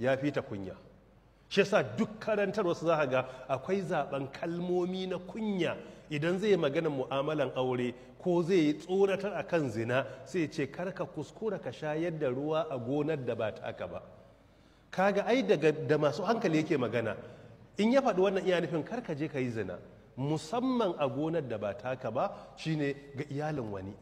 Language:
Hausa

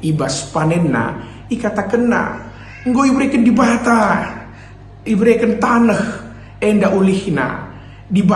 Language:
Batak Karo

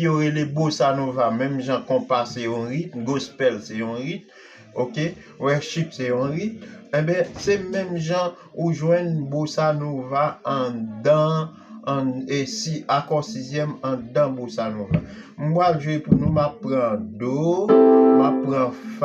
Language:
Haitian Creole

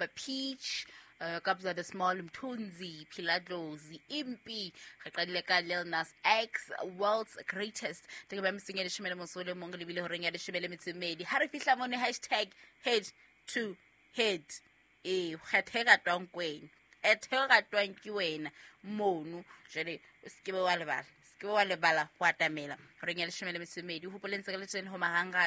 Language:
Southern Sotho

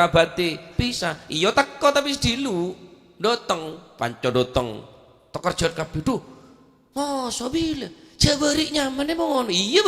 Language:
Madurese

